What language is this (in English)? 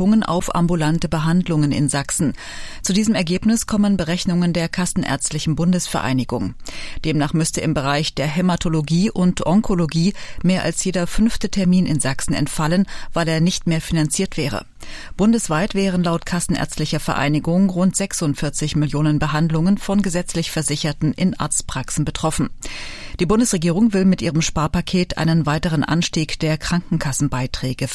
German